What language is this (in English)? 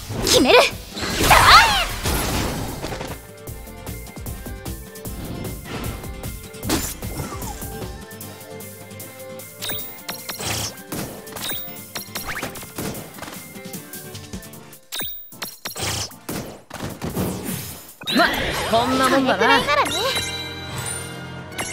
Japanese